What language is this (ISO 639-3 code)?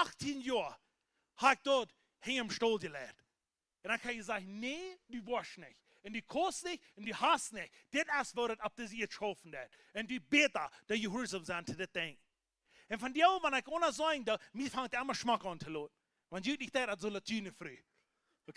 pdt